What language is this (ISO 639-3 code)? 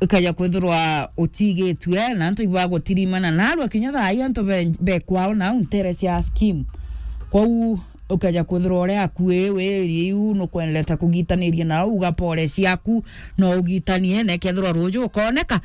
mer